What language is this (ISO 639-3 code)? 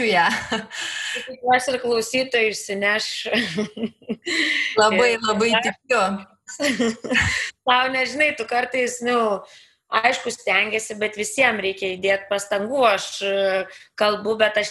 lit